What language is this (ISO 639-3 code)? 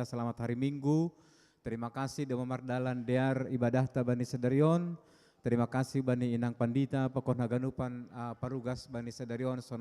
bts